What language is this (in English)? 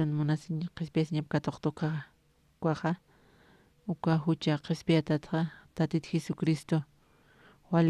Aymara